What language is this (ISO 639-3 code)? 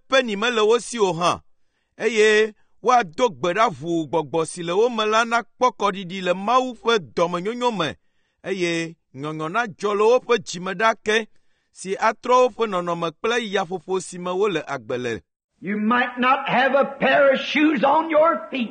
ewe